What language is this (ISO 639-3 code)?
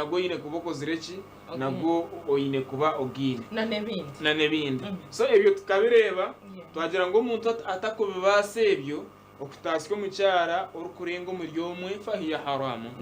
nyn